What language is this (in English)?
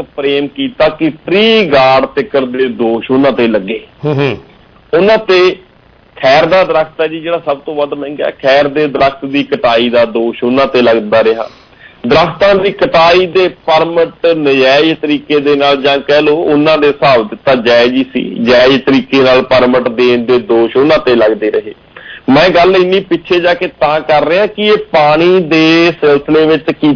Punjabi